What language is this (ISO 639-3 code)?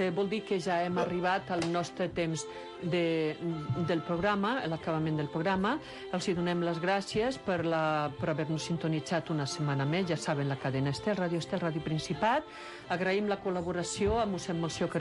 cat